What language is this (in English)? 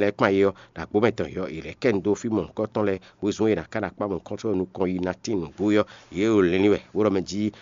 Fon